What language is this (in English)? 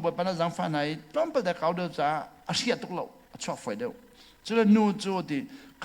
Hakha Chin